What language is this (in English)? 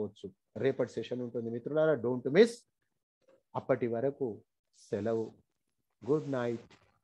Telugu